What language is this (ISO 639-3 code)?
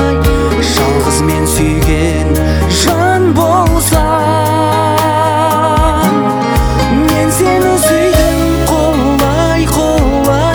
kaz